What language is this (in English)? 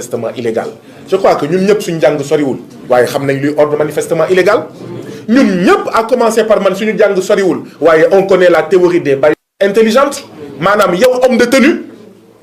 Wolof